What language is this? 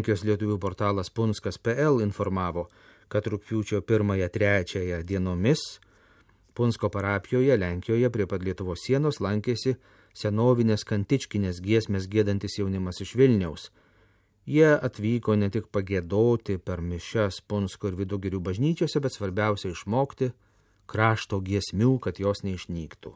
Lithuanian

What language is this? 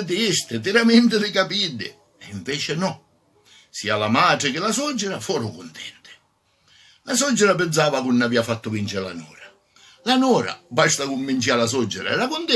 Sicilian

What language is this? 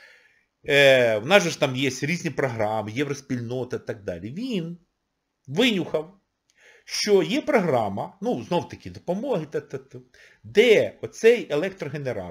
Ukrainian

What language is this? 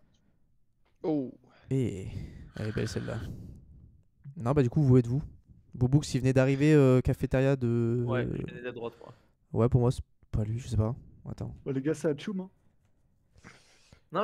French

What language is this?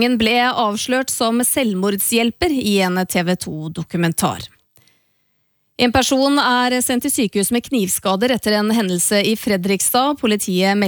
Norwegian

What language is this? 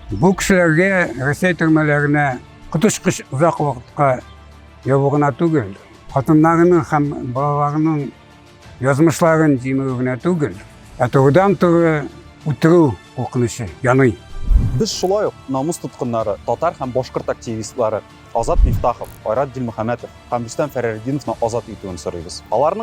Bashkir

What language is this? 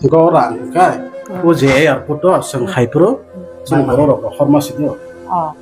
Kok Borok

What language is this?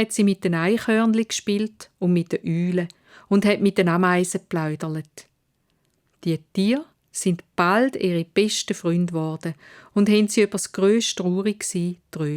Swiss German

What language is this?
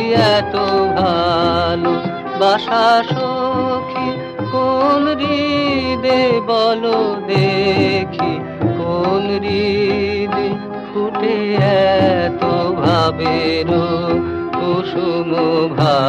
Bangla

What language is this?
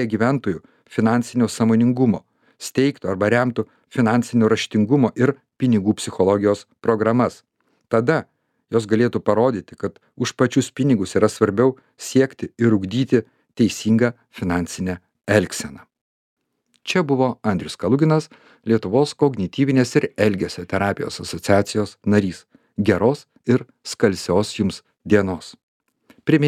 Lithuanian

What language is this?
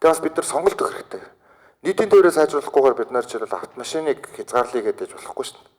Mongolian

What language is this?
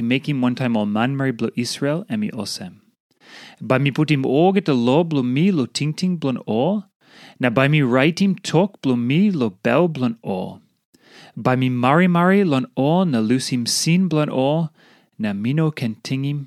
Tok Pisin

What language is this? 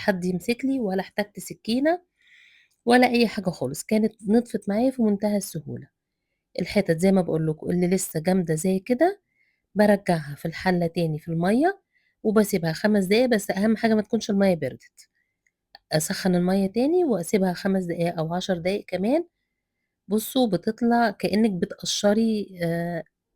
Egyptian Arabic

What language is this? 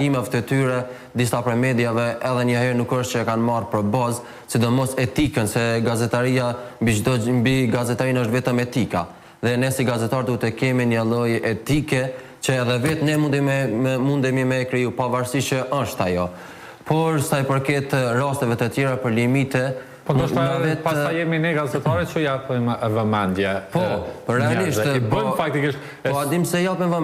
Albanian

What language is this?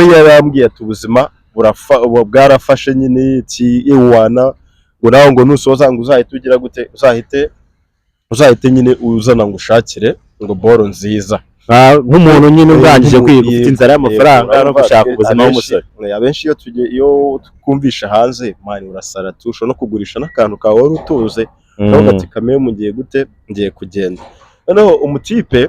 Kinyarwanda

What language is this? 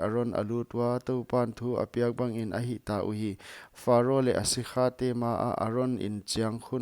Paite Chin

